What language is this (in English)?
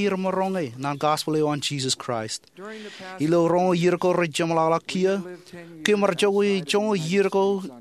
Marshallese